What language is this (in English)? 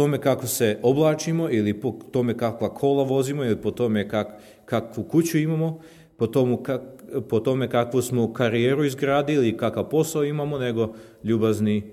Serbian